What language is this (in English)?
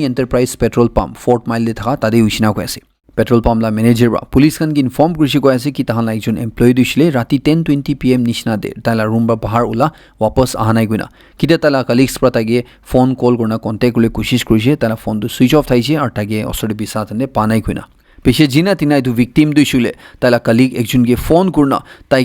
Naga Pidgin